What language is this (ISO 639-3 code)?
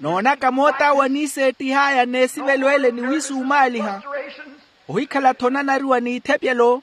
vmw